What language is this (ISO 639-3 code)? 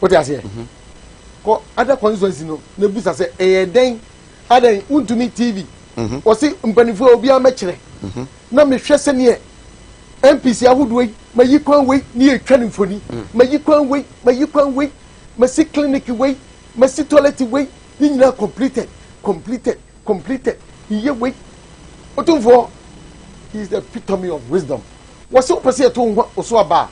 aka